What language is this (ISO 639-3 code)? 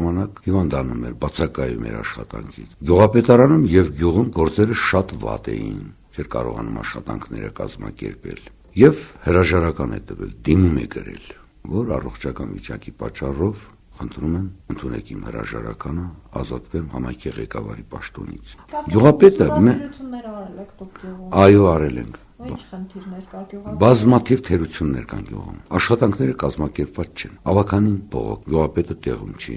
hye